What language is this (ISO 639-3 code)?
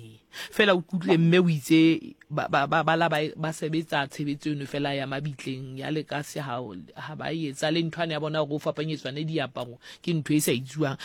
sot